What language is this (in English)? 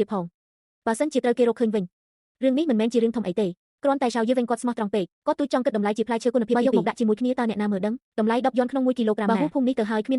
Khmer